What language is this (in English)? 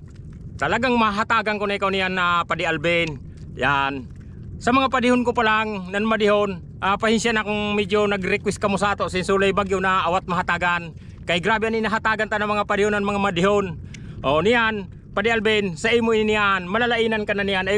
Bikol